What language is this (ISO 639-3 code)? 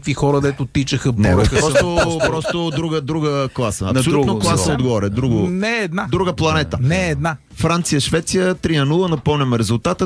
bul